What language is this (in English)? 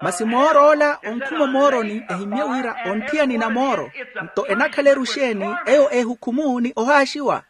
Makhuwa